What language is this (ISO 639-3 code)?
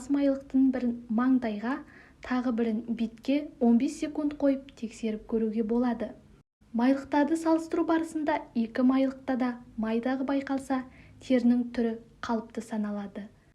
kaz